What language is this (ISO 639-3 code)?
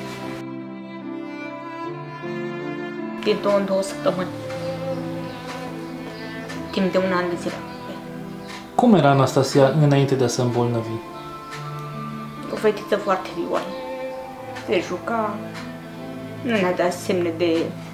ron